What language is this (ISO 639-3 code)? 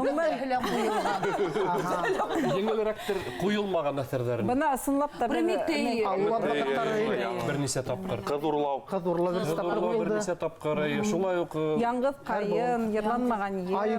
bak